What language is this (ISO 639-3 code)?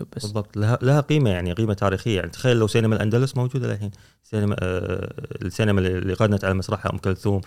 afb